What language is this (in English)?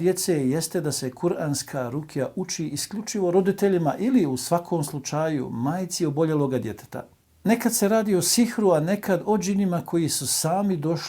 Bosnian